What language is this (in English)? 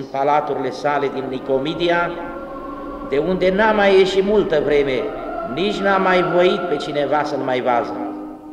Romanian